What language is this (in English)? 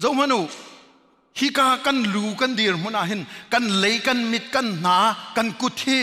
Hakha Chin